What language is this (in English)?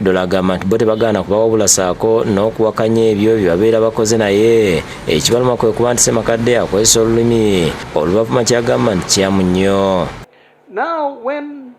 Ganda